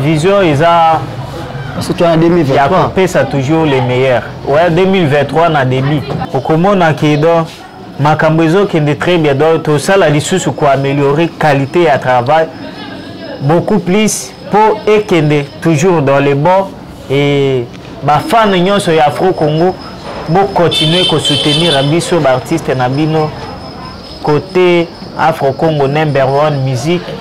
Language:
Lingala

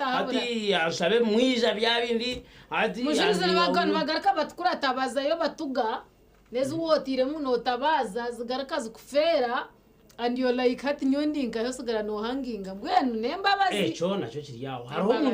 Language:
Nyankole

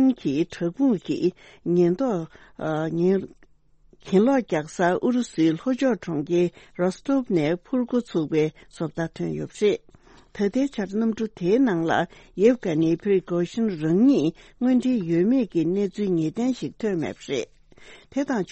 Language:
Tibetan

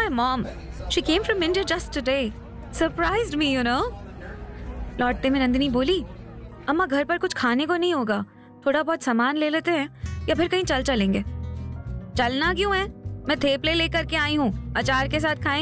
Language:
Hindi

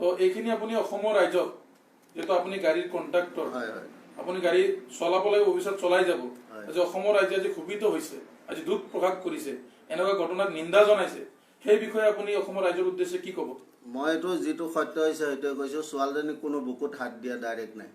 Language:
Assamese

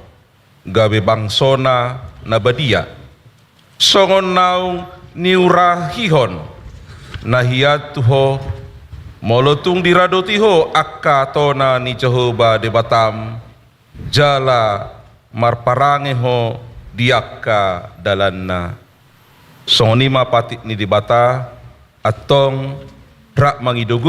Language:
Batak Toba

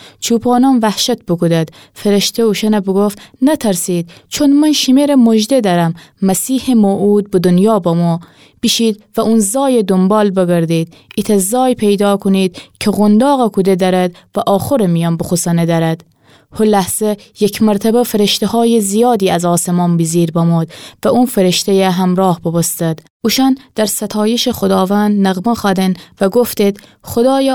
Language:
Gilaki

